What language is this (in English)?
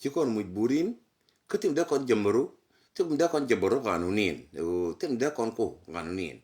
Nuer